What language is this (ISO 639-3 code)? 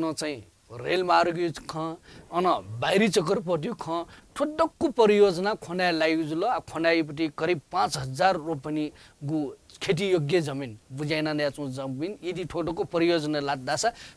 new